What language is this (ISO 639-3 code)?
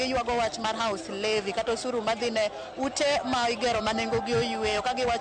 luo